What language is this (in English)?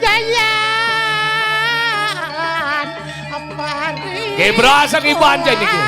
Balinese